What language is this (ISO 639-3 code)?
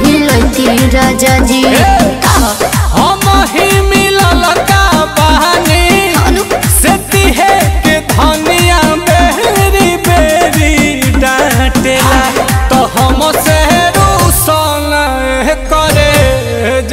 bho